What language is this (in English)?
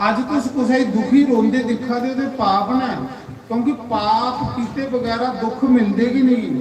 Dogri